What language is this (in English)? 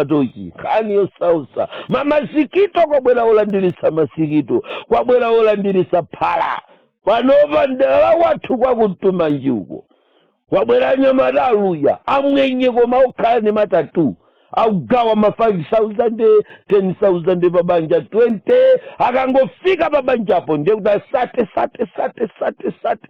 Nyanja